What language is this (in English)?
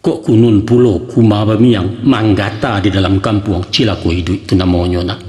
Minangkabau